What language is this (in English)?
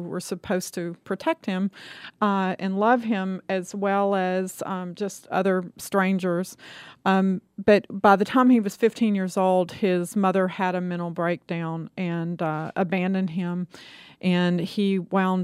English